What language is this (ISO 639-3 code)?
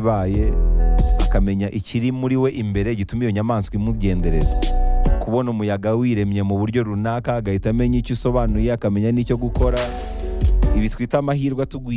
kin